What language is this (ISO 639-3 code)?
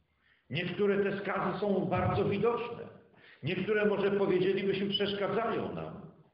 pol